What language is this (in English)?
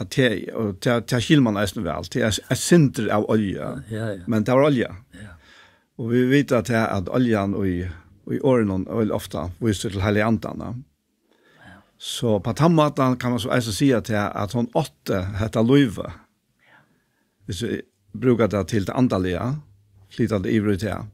Faroese